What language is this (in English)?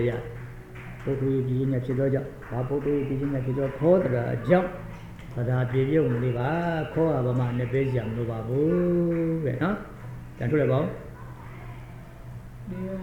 Burmese